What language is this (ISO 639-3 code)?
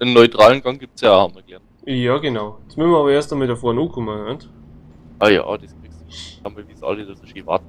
bar